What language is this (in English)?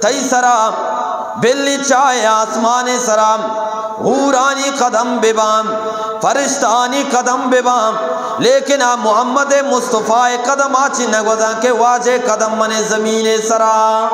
Eastern Balochi